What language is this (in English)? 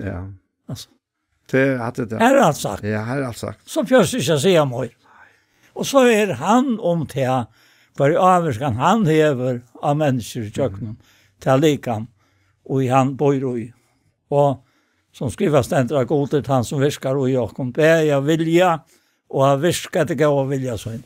Faroese